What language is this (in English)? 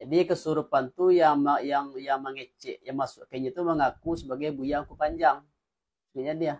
Minangkabau